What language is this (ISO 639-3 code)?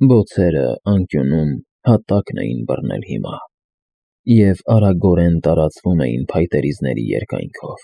hye